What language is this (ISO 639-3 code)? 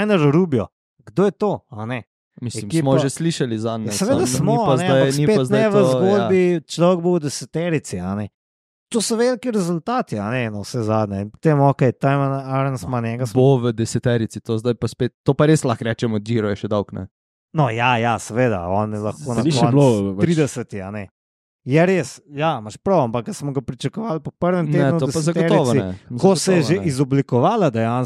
slv